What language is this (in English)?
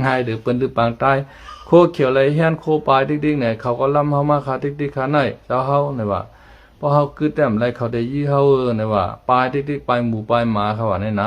Shan